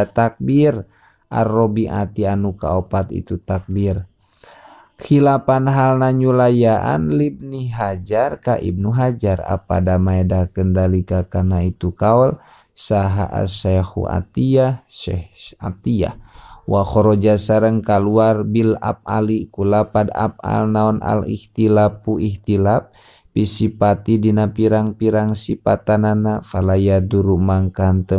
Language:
Sundanese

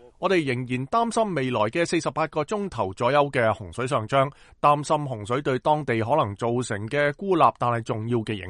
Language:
Cantonese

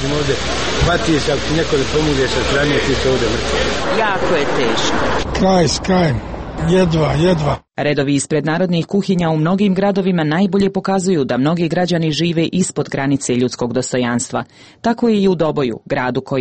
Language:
Croatian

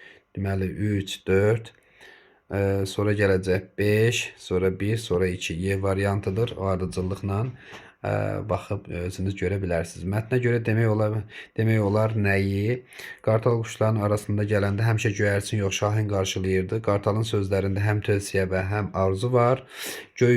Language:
Azerbaijani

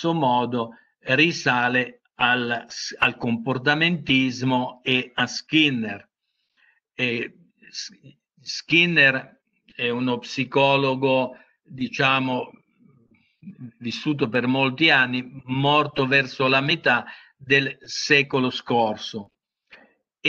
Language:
Italian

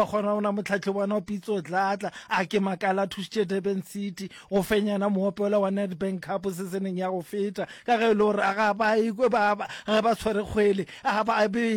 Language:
Northern Sotho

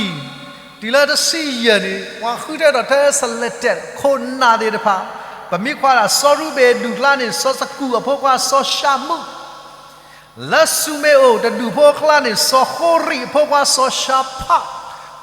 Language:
S'gaw Karen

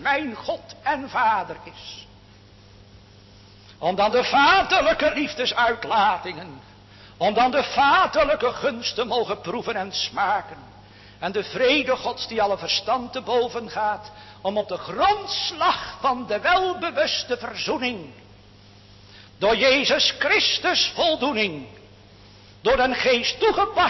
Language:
Dutch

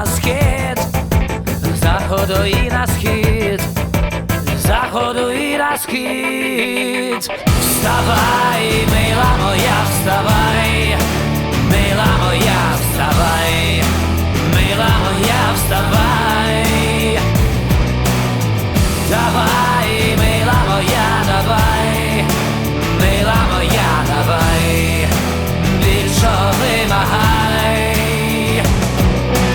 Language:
Ukrainian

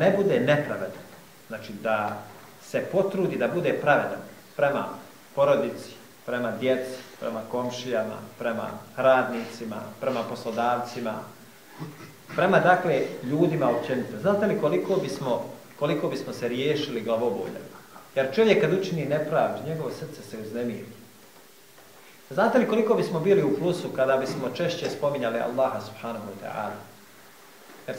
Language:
Bosnian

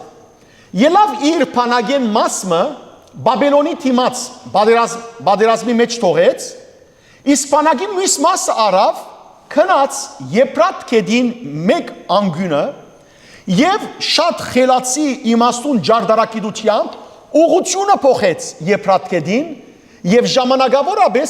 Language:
Western Armenian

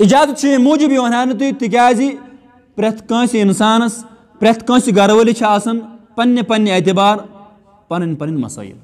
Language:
Kashmiri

